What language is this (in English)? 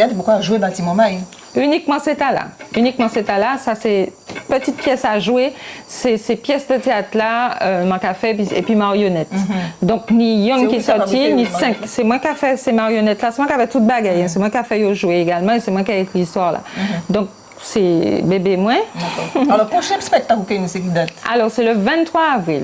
Guadeloupean Creole French